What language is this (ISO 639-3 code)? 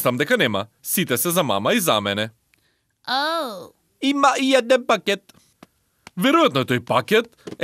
mkd